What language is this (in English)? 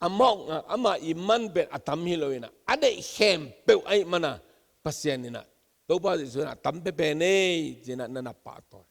Tedim Chin